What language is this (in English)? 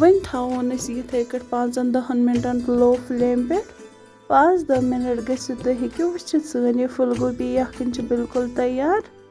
Kashmiri